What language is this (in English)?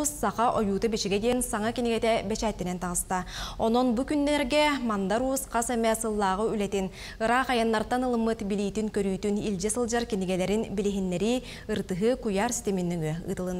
Yakut